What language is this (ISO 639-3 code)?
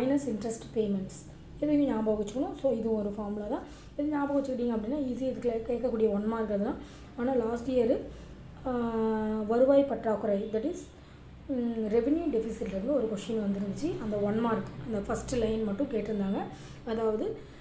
tam